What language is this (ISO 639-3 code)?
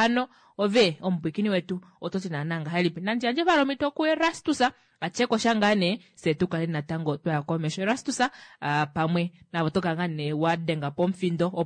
kua